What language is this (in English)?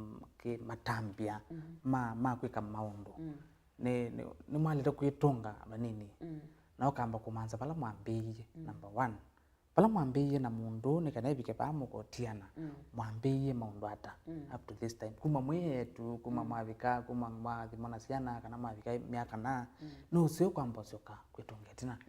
Kamba